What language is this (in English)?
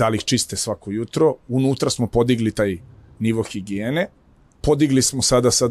Serbian